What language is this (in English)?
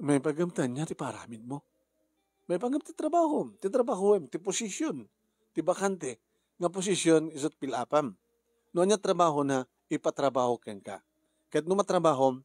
Iloko